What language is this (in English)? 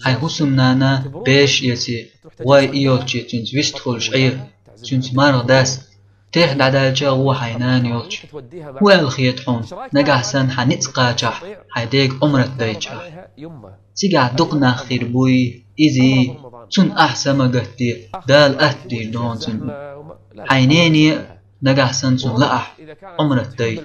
Chechen